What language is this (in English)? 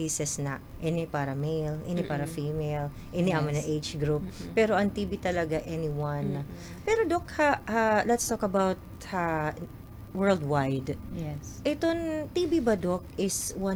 Waray